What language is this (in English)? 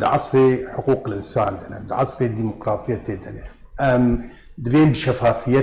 Kurdish